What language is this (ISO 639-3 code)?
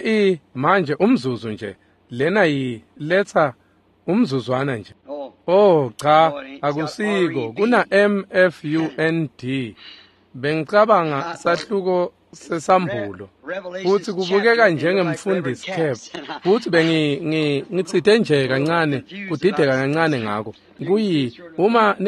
ssw